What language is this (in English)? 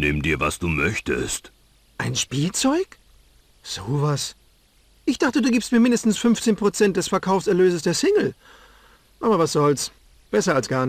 Bavarian